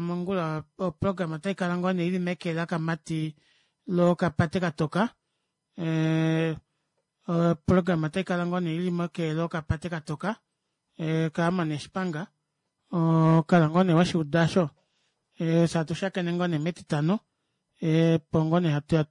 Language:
Kuanyama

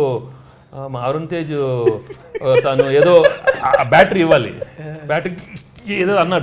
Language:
Telugu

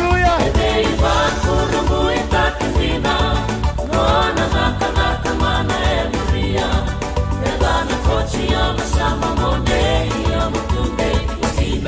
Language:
Fijian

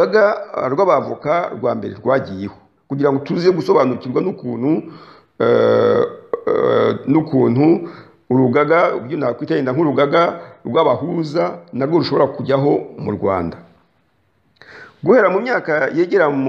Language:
Kinyarwanda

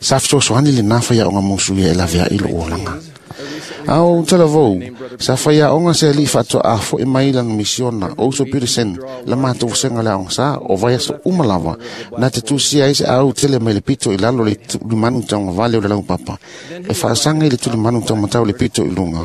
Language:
Samoan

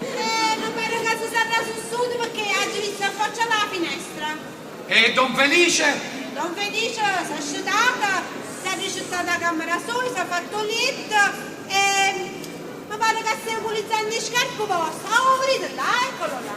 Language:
Neapolitan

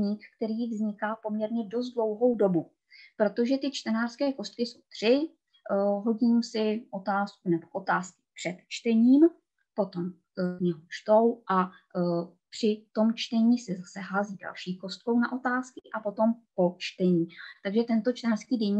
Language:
Czech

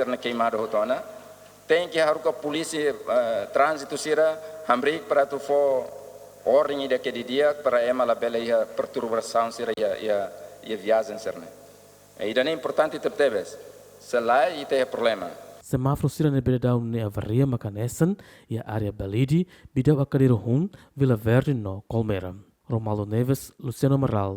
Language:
Tetum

